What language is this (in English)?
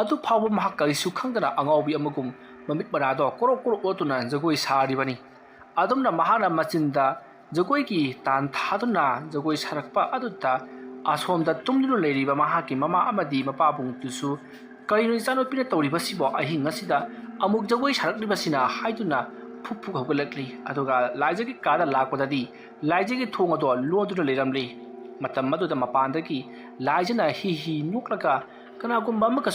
Manipuri